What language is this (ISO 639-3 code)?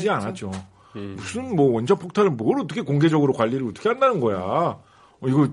kor